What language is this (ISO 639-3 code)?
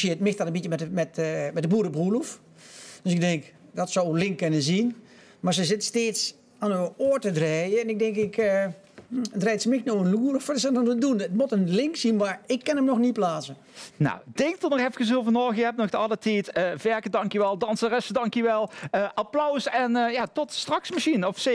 lim